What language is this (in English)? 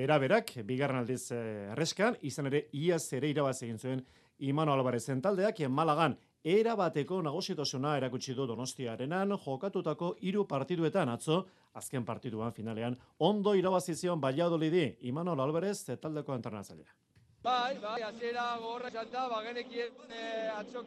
Basque